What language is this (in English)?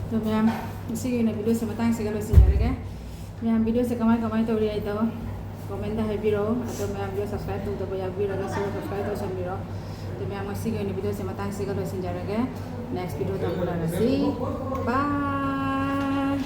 Manipuri